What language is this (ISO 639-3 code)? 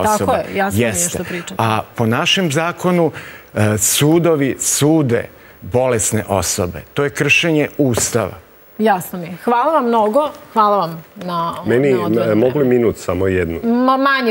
srp